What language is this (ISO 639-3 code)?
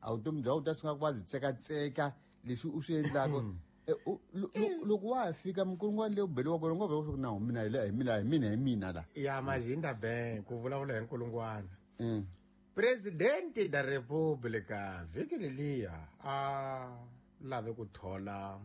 tso